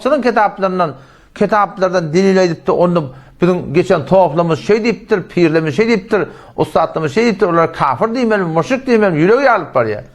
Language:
Turkmen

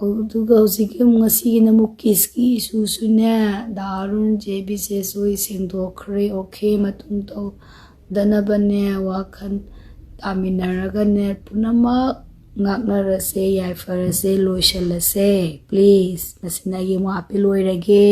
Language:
Manipuri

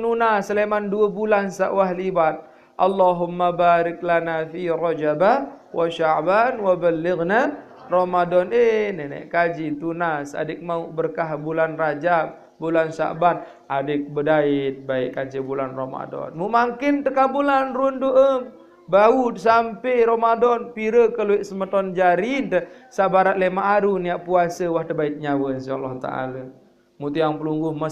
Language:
Sasak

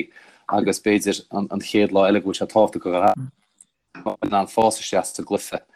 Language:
Irish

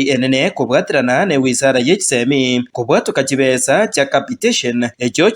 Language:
Gusii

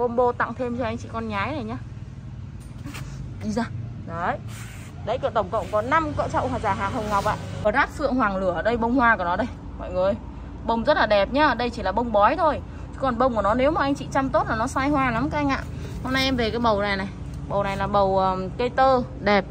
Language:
Vietnamese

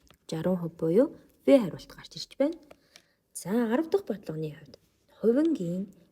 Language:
Mongolian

